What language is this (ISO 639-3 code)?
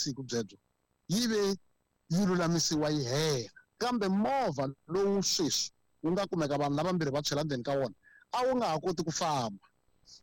tso